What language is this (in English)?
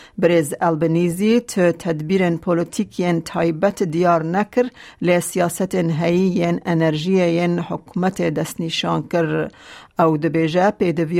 Kurdish